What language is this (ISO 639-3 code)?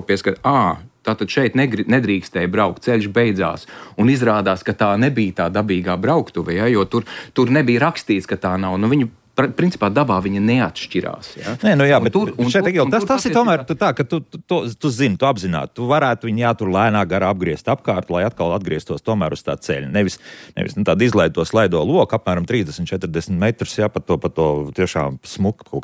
lav